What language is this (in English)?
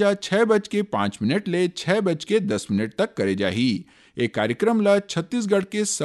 Chhattisgarhi